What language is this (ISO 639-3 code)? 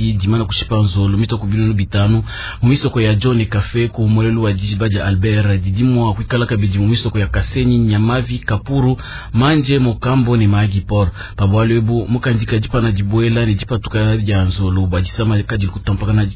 lua